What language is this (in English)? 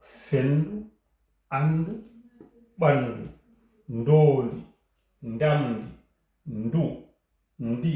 Fula